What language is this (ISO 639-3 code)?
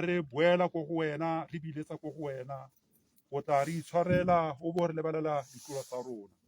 tsn